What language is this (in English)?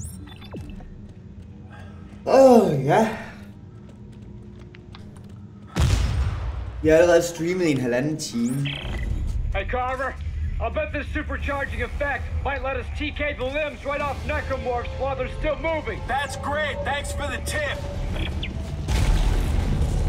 Danish